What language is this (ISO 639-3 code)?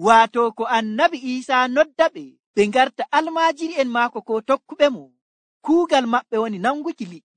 fuv